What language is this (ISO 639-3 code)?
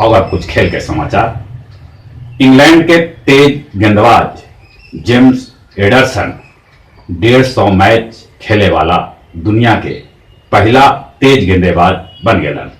mag